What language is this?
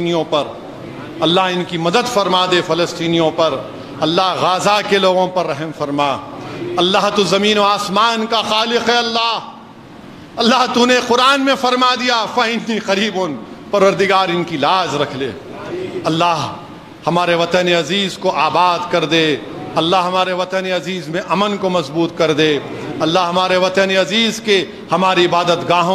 Urdu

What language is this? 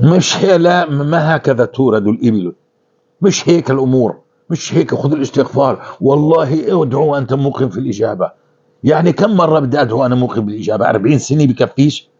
North Levantine Arabic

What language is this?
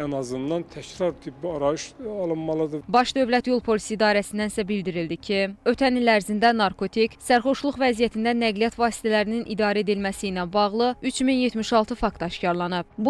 Azerbaijani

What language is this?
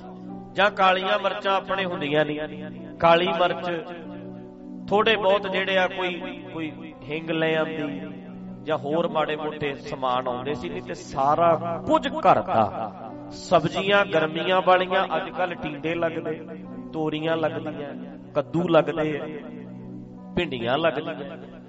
Punjabi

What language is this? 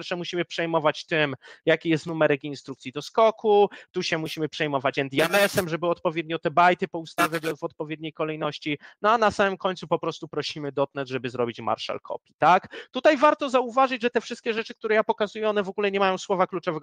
Polish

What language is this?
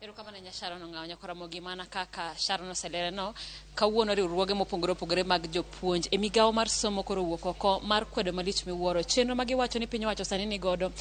Luo (Kenya and Tanzania)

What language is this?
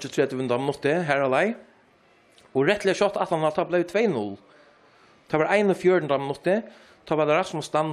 Faroese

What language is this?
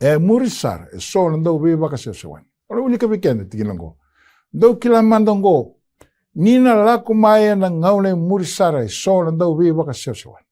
Fijian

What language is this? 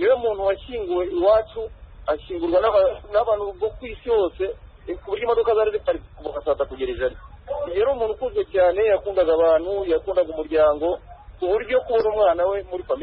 Kinyarwanda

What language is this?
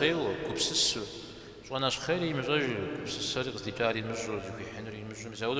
Kabardian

